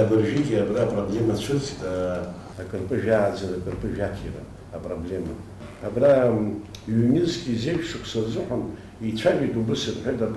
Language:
Abkhazian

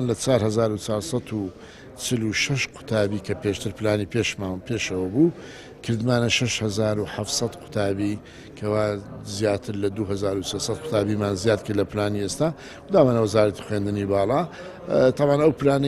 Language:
Central Kurdish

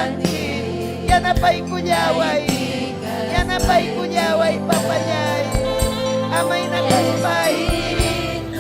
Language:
Ayacucho Quechua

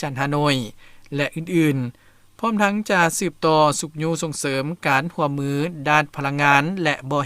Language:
Lao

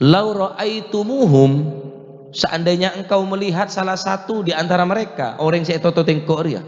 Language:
Madurese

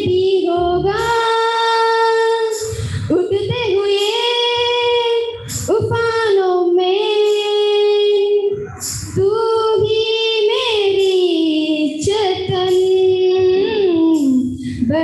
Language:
Telugu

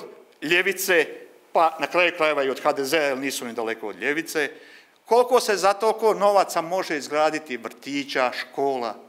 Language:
Croatian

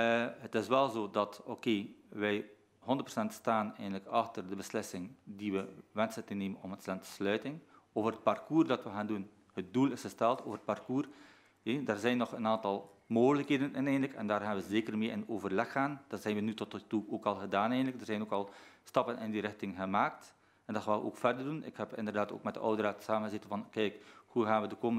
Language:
Dutch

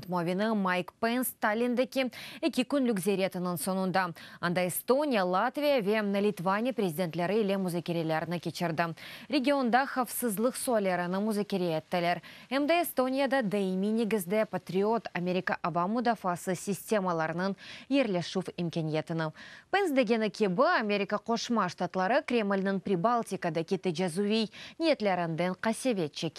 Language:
Crimean Tatar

